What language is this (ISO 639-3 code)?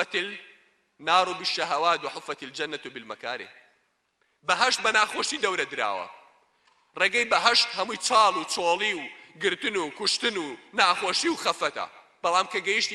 ckb